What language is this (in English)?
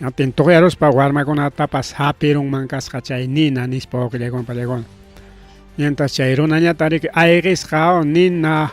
Ayacucho Quechua